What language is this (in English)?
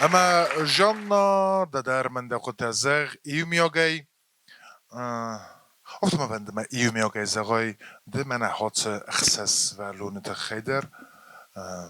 Ossetic